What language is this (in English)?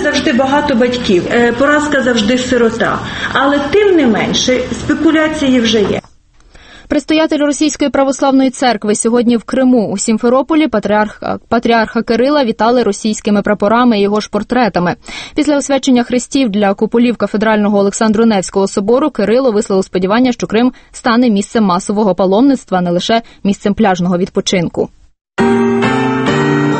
Ukrainian